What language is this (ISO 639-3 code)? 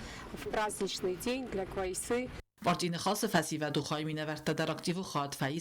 oss